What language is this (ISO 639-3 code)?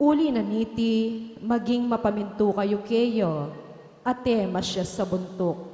pam